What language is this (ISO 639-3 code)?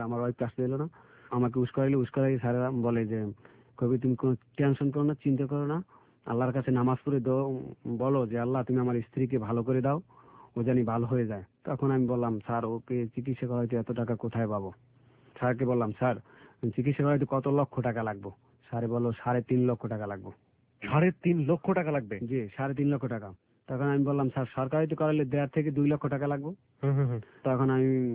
ben